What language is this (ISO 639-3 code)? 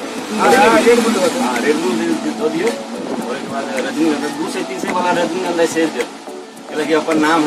mai